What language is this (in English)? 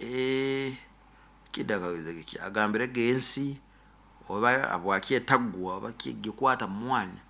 Nyoro